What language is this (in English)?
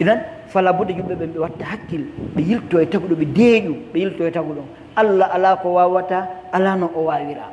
Pular